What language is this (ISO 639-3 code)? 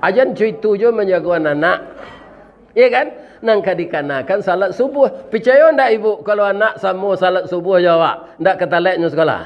min